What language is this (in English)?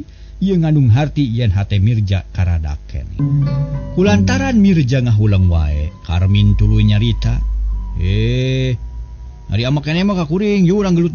Sundanese